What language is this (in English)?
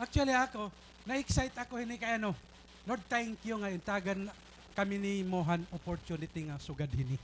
Waray